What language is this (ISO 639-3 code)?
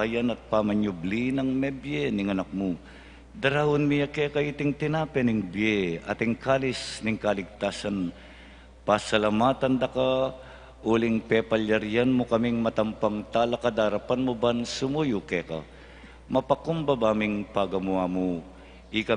pam